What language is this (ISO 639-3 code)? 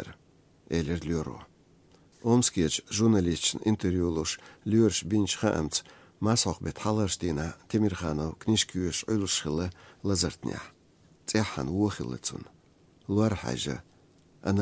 che